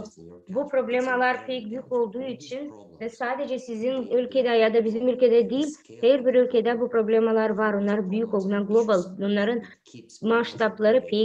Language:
Gagauz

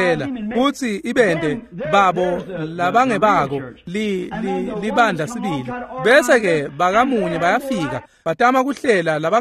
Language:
Swati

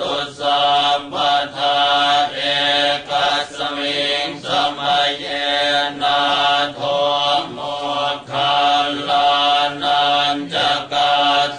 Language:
Pali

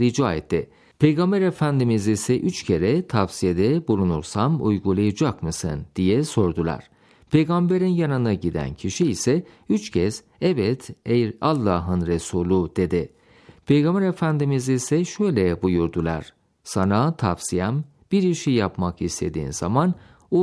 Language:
Turkish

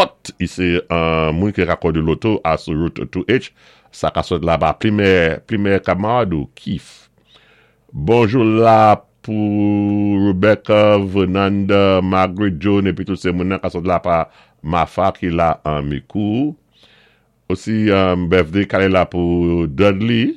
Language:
Saint Lucian Creole French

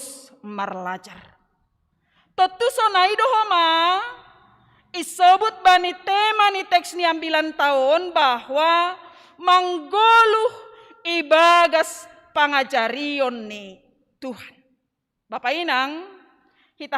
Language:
Batak Simalungun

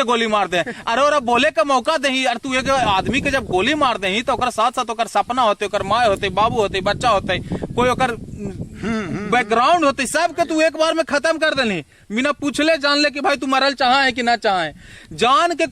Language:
Magahi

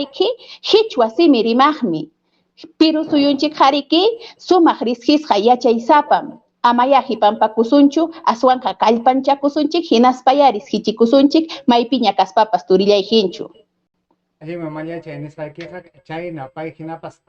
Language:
Ayacucho Quechua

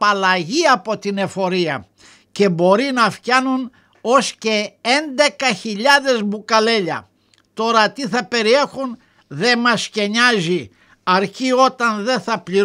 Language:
Greek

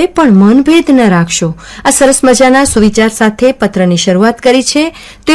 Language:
Gujarati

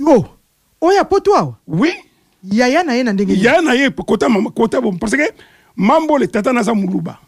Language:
Lingala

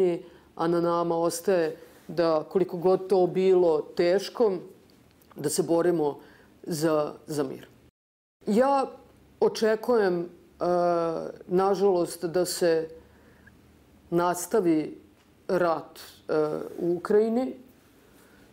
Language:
Serbian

